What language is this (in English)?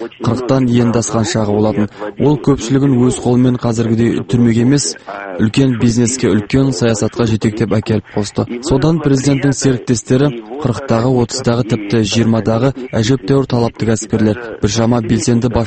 Kazakh